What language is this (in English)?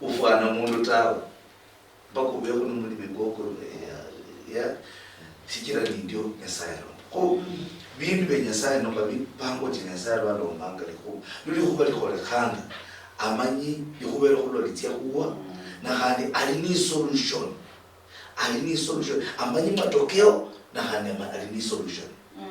Luyia